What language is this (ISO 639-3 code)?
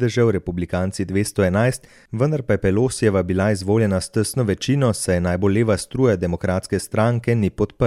slv